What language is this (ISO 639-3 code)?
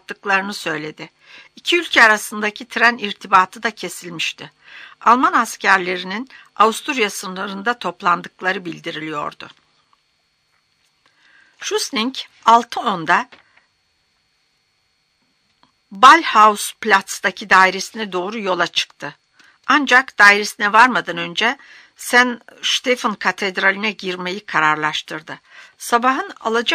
tur